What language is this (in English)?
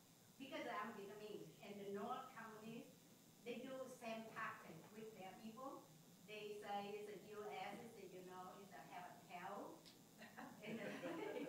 English